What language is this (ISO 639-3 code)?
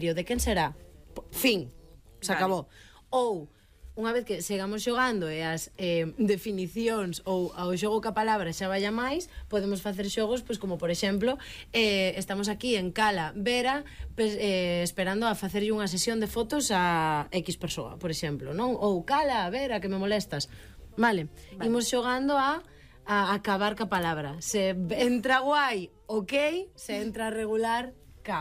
glg